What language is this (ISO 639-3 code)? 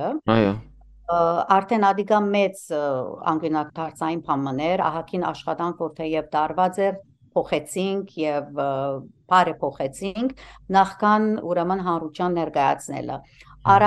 hyw